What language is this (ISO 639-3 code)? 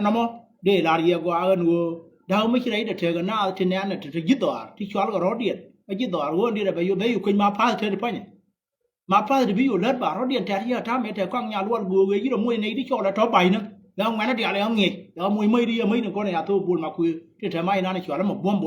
nus